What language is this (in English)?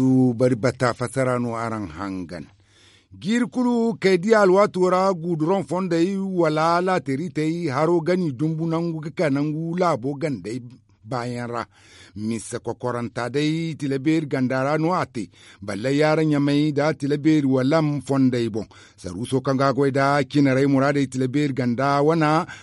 Zarma